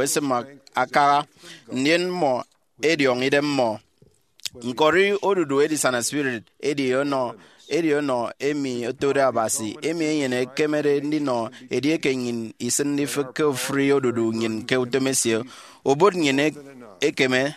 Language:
Efik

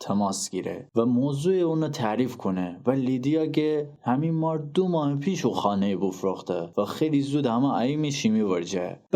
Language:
Gilaki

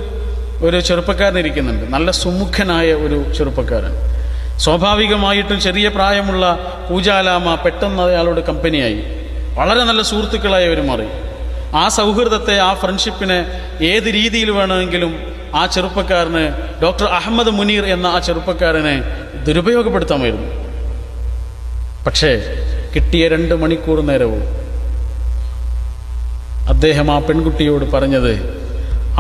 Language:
Malayalam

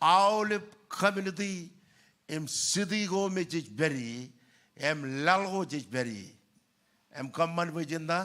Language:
Marshallese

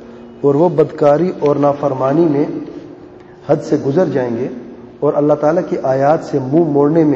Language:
Urdu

